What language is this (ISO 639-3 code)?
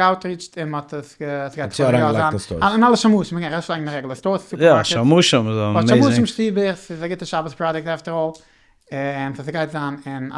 yid